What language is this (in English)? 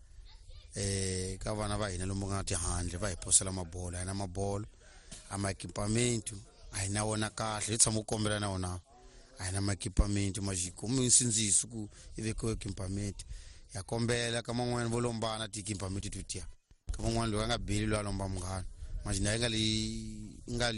Tsonga